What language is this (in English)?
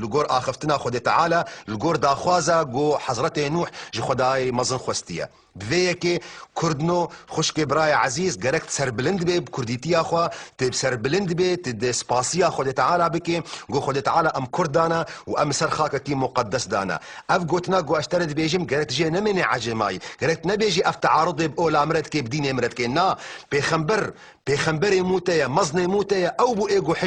Kurdish